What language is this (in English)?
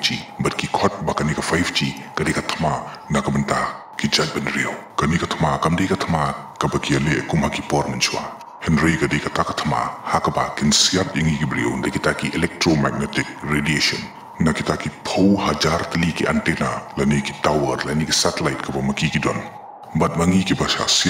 Khasi